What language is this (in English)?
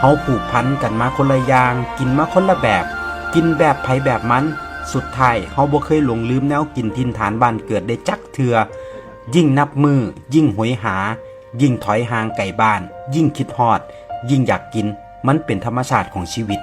Northeastern Thai